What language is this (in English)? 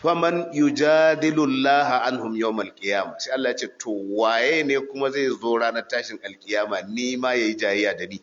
Hausa